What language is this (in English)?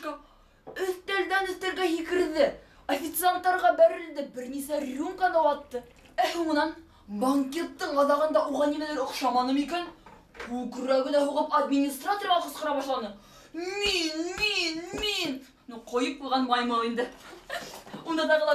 Bashkir